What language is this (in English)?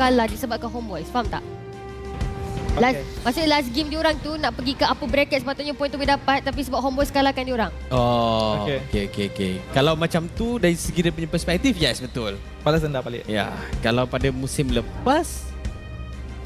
Malay